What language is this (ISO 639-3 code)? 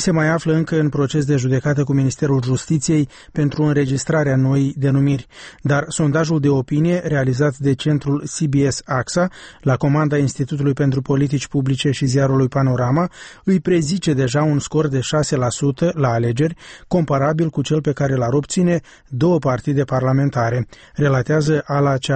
ron